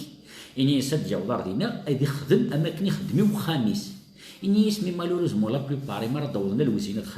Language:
Kabyle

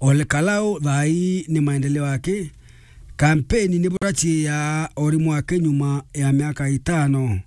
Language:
Meru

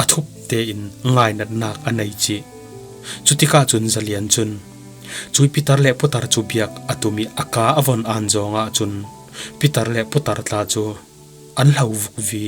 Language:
Falam Chin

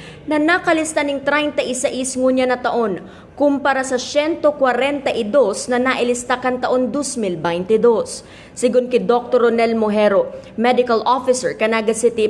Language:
Bikol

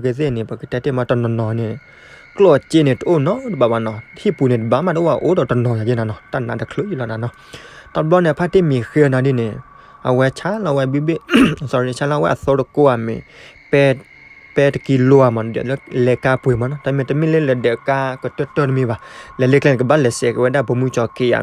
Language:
S'gaw Karen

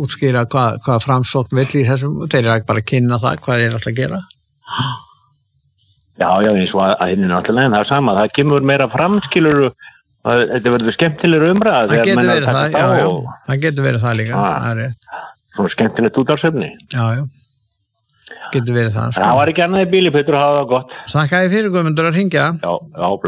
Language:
Icelandic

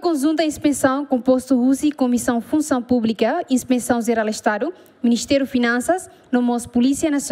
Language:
Tetum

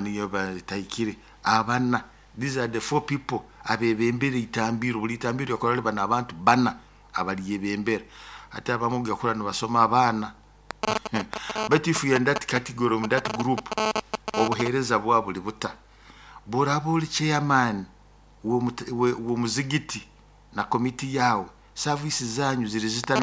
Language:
Nyoro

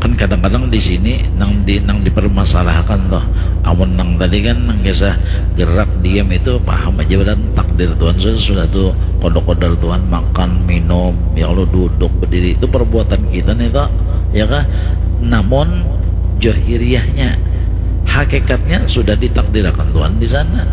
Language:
Banjar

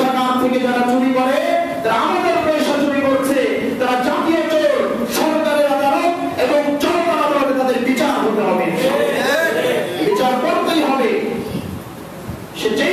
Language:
Bangla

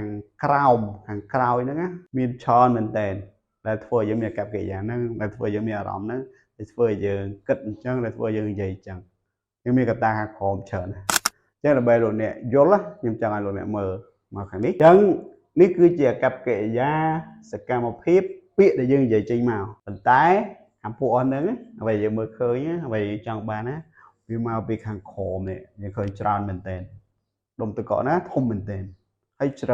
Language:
Khmer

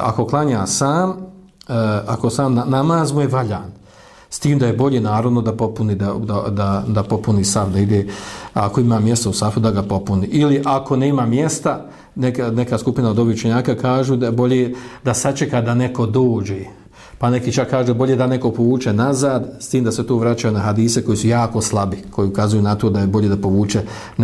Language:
Bosnian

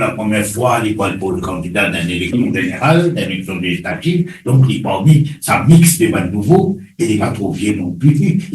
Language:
Morisyen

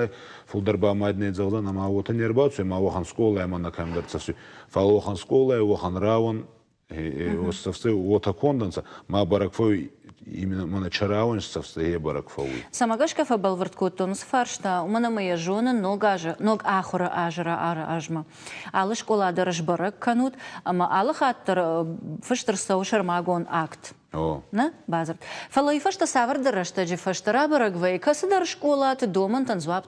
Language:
Ossetic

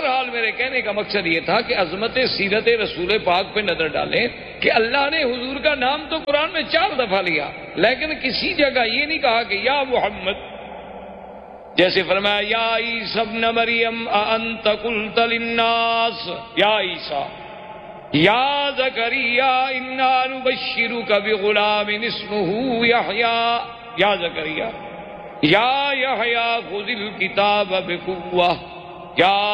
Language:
Urdu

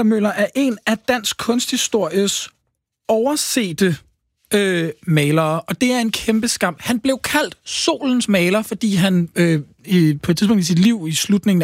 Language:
Danish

